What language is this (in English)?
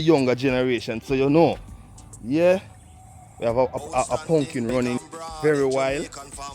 Jamaican Creole English